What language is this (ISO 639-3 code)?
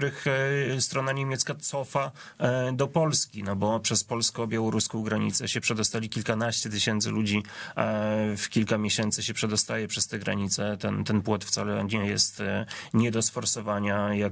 pol